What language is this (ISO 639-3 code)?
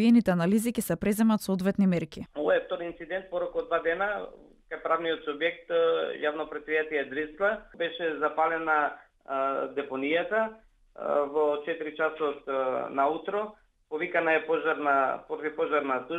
mkd